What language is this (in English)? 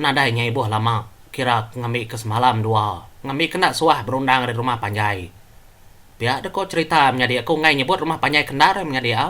Iban